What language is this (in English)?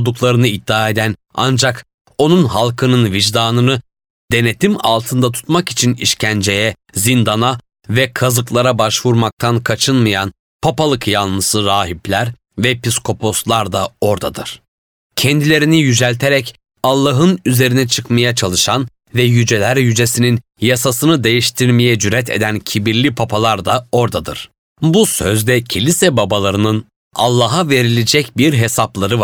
Turkish